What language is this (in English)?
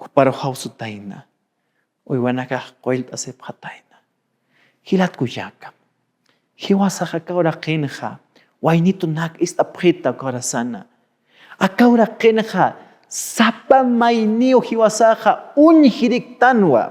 Aymara